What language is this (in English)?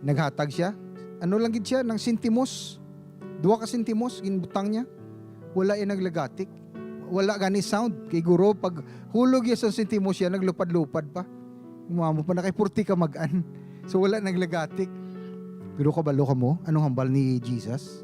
Hiligaynon